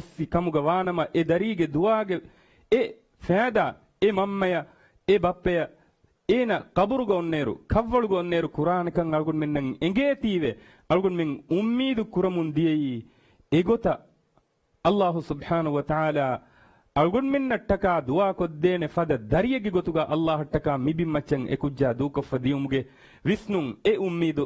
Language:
Divehi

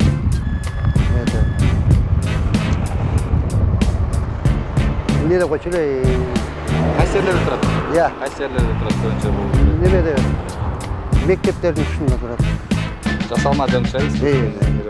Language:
Kyrgyz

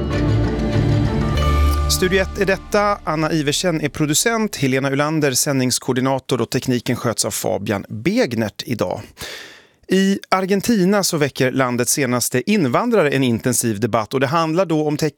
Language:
Swedish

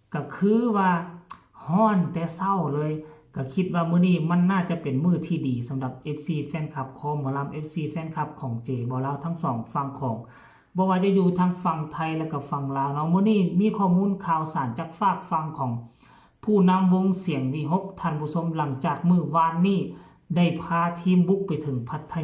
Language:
Northeastern Thai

